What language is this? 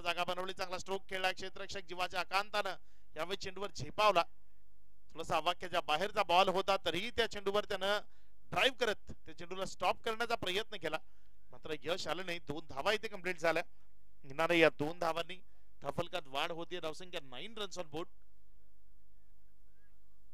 Marathi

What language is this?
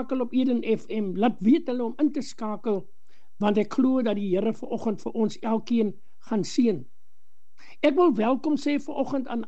Afrikaans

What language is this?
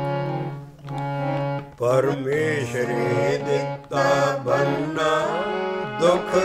Punjabi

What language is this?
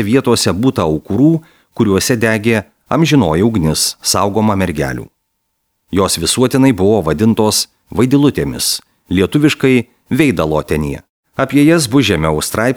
Lithuanian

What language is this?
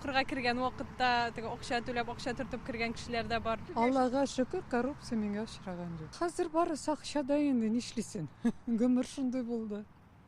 Tatar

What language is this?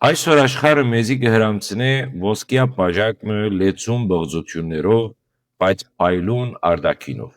Western Armenian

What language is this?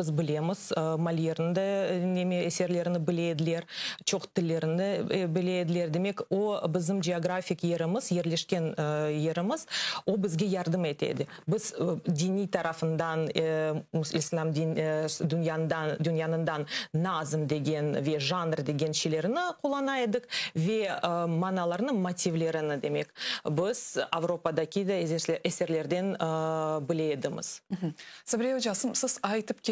Crimean Tatar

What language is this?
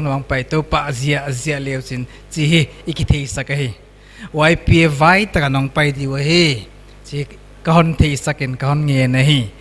Paite Chin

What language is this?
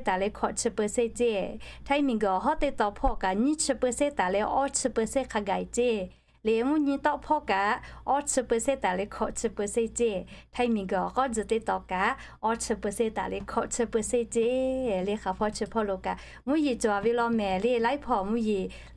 Lahu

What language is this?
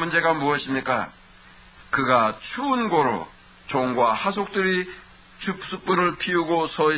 Korean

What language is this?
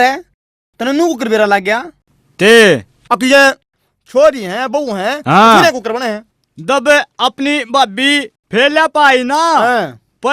Haryanvi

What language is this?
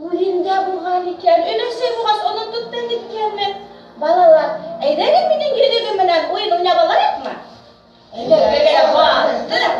Bashkir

